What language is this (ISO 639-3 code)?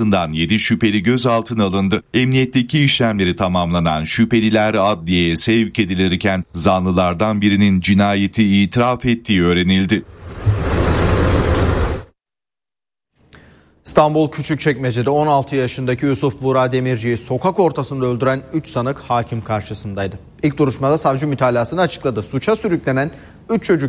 tur